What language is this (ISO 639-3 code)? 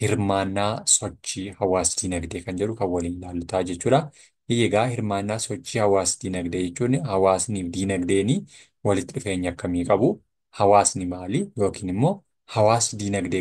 orm